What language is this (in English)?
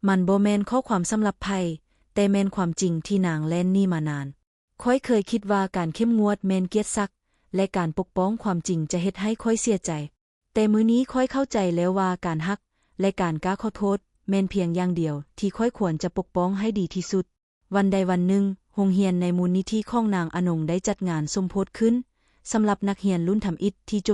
Lao